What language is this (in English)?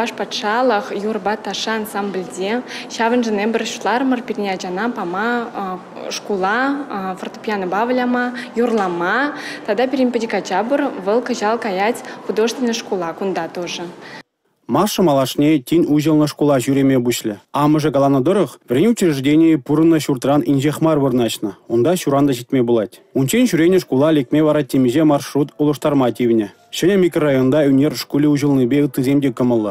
Chuvash